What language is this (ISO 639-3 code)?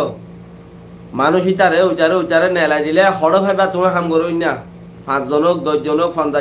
rhg